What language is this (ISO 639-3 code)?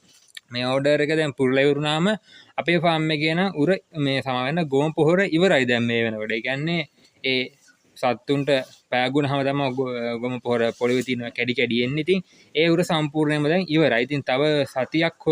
sin